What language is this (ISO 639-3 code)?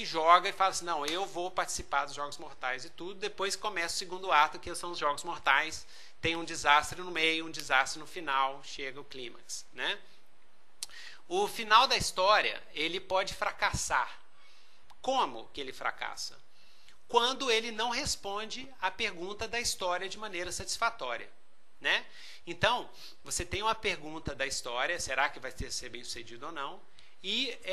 por